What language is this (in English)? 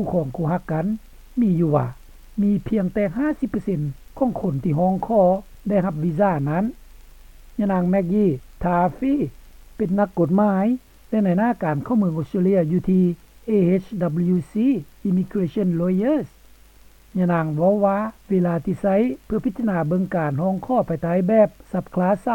Lao